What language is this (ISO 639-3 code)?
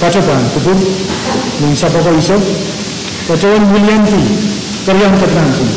pon